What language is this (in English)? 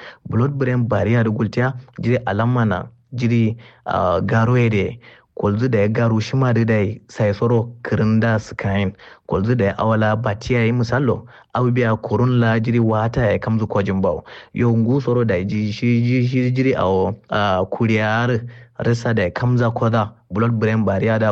Kanuri